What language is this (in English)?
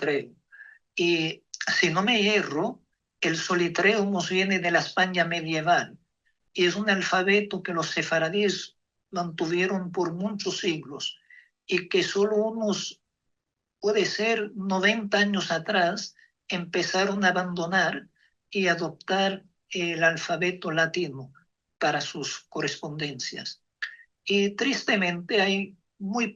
Ladino